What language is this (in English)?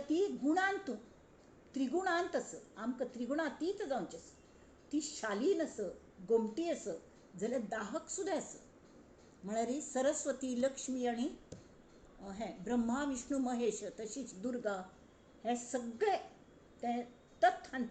Konkani